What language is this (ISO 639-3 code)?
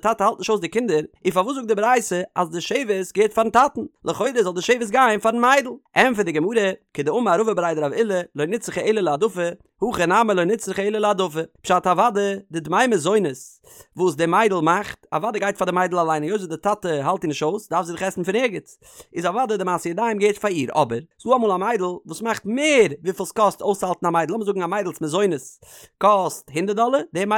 yid